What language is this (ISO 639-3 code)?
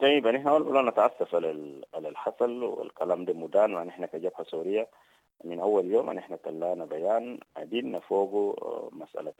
apd